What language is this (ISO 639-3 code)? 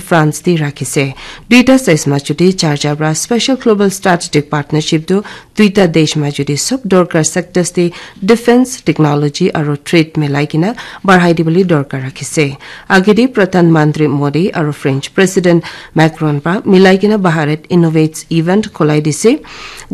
nag